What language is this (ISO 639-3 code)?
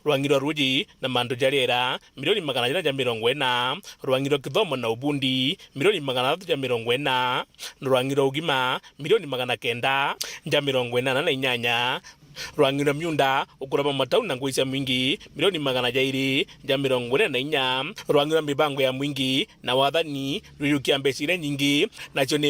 mer